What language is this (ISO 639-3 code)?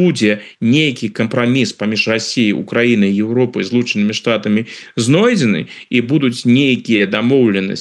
bel